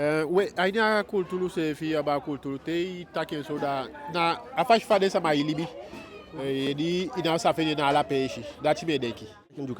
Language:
Eastern Maroon Creole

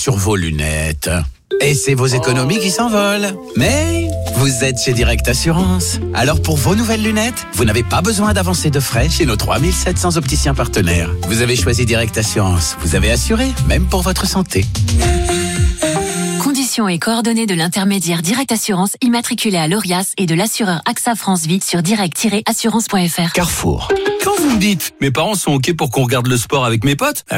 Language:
French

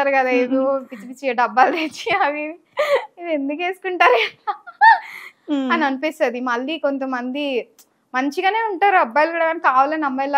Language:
Telugu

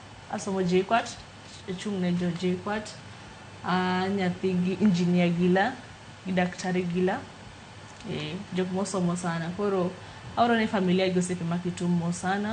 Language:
Luo (Kenya and Tanzania)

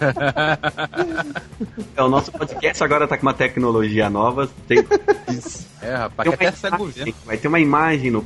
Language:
Portuguese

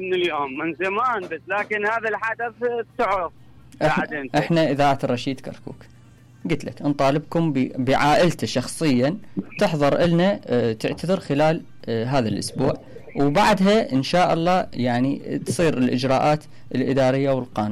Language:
Mesopotamian Arabic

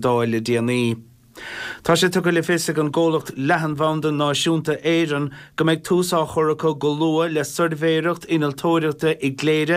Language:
Irish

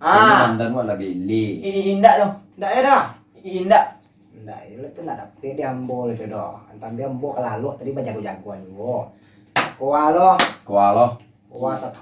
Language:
Minangkabau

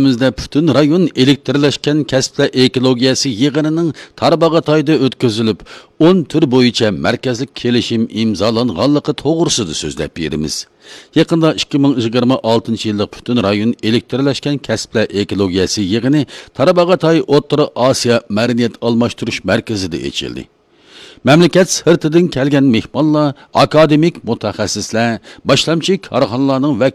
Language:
Uyghur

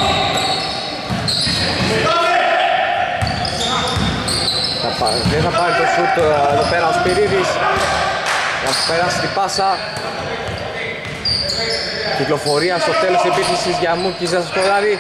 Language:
Greek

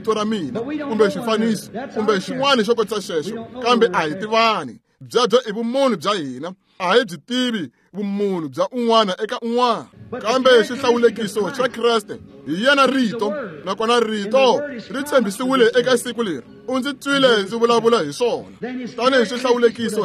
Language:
Tsonga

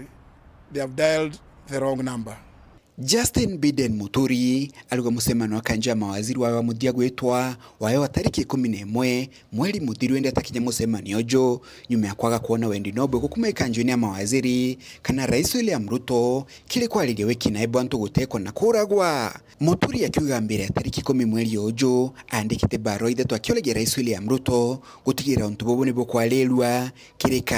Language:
Meru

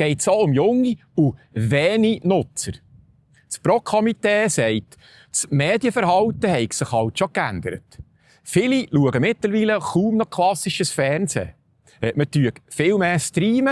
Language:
Swiss German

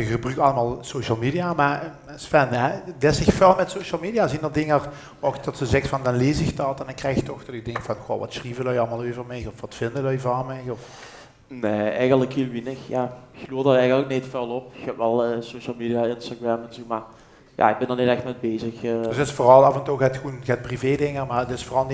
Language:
Limburgish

